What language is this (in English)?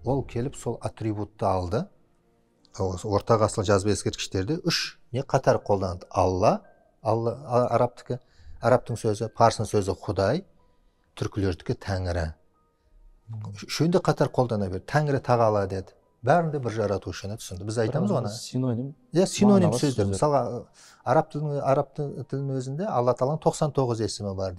Kazakh